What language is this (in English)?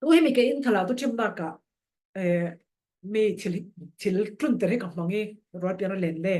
Falam Chin